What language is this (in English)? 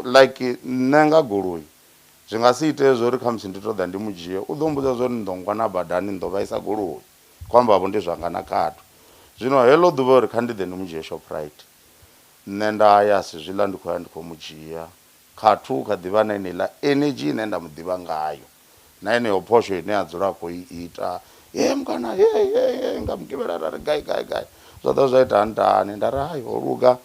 Venda